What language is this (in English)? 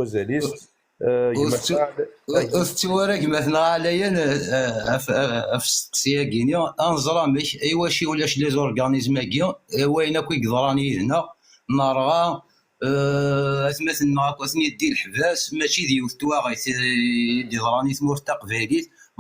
Kabyle